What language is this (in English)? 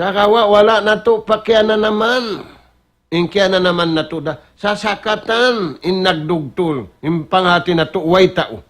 Tausug